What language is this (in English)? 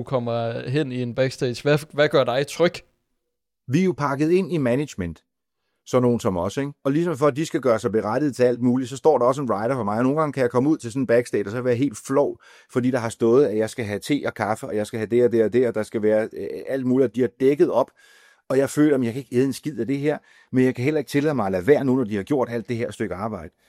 Danish